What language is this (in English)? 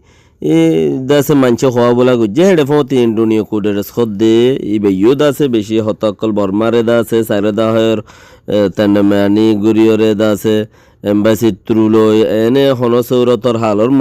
Rohingya